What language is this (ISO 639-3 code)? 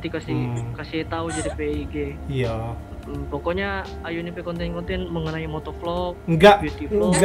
xmm